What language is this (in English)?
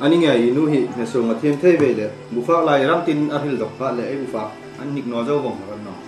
Hmar